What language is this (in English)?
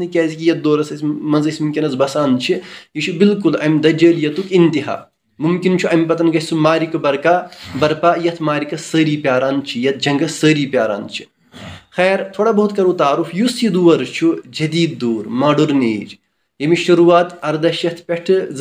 Kashmiri